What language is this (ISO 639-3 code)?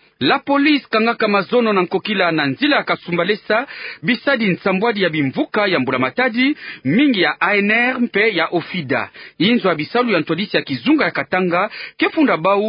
ktu